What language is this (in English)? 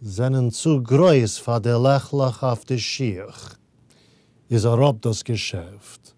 Yiddish